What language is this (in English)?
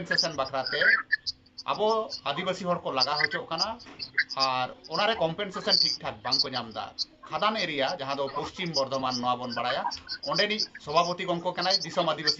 Santali